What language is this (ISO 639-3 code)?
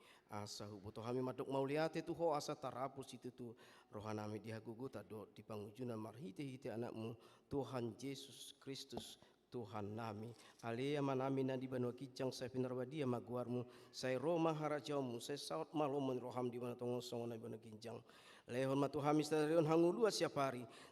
bbc